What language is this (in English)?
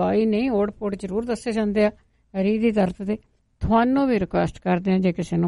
Punjabi